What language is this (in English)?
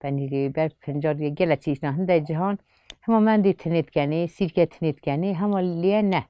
Kurdish